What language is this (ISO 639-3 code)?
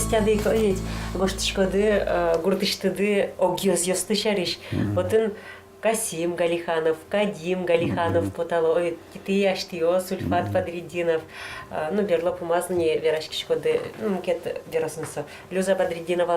udm